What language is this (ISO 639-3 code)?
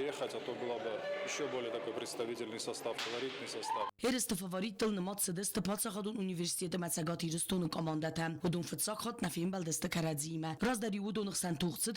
oss